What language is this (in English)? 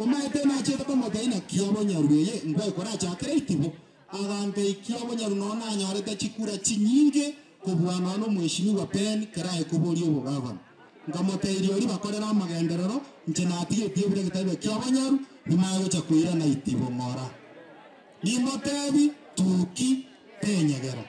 Gusii